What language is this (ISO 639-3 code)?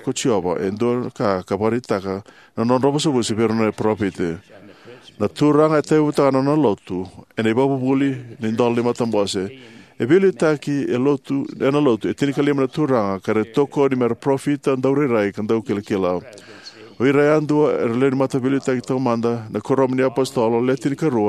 fij